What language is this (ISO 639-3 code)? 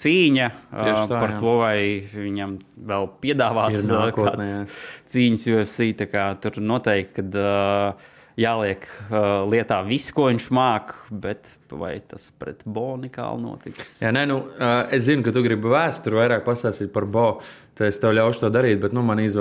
lav